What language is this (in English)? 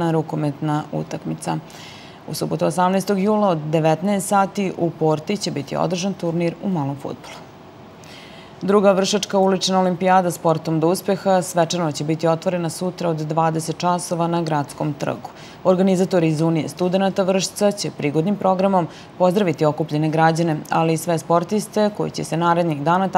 Serbian